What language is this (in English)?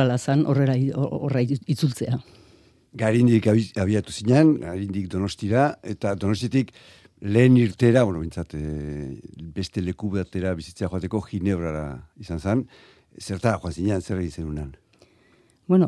Basque